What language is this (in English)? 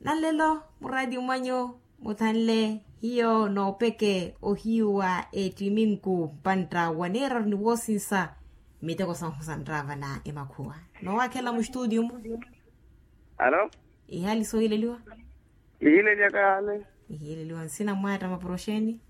Makhuwa